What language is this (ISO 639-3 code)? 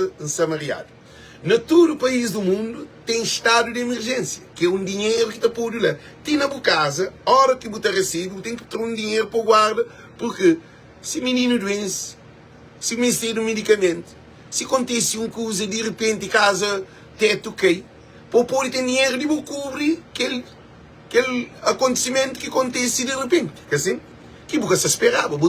kea